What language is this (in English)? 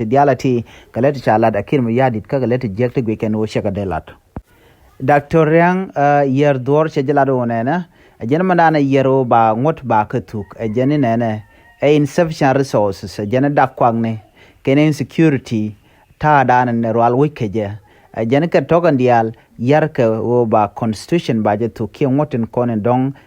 Nuer